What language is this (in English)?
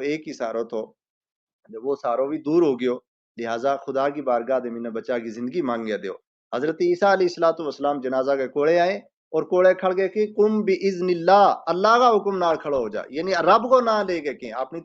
Gujari